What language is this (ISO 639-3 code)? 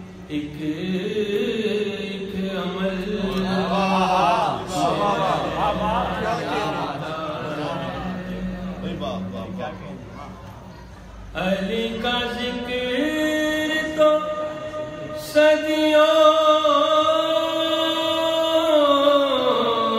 urd